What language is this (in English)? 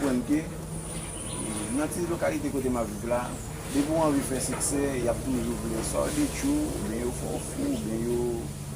Haitian Creole